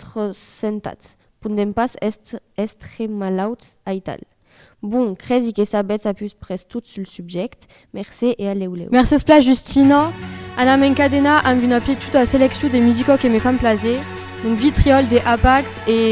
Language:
Occitan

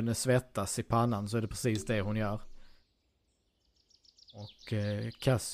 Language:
Swedish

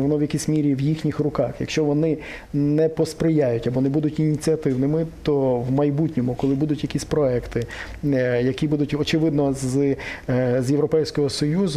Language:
Ukrainian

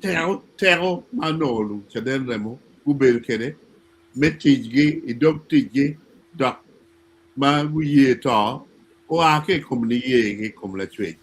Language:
Acoli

